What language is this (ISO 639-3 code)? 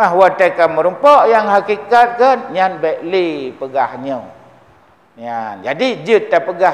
ace